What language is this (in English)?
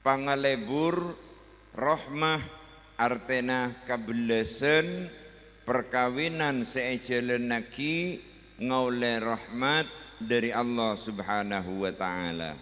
Madurese